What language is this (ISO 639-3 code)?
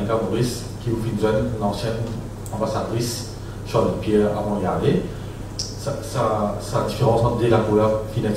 mfe